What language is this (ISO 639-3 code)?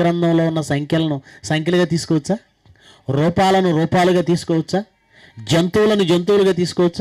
tel